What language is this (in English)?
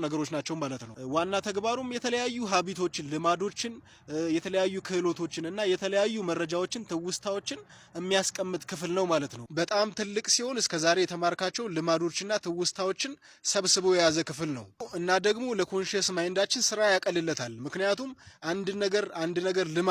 Amharic